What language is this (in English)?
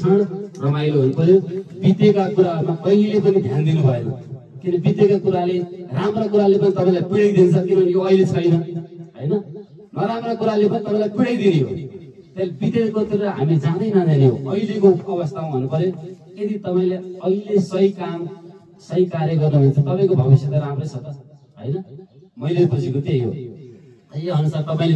Nepali